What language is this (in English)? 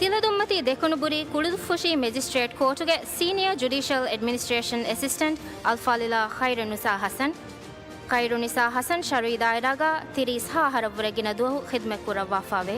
Divehi